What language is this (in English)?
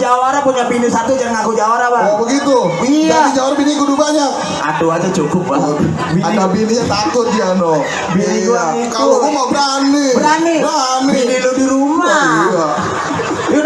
Betawi